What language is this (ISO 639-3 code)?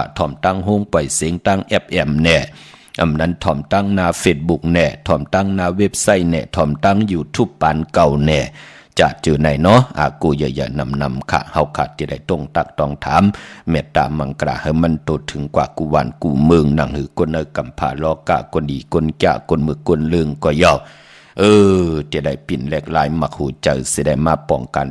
shn